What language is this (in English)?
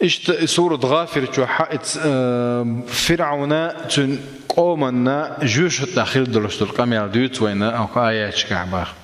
Chechen